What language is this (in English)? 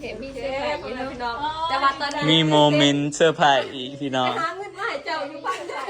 Northeastern Thai